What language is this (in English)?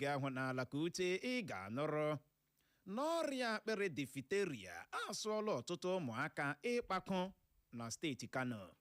Igbo